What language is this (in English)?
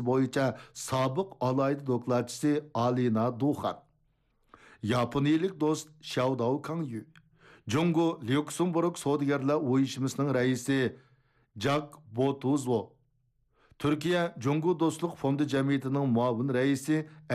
Uyghur